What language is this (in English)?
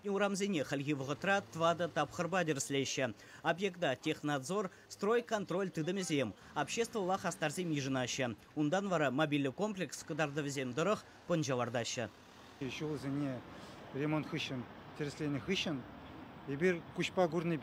Chuvash